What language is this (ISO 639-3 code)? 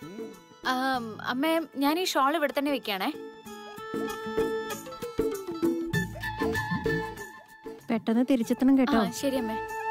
mal